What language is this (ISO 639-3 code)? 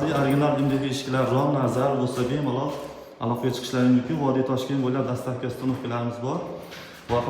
uzb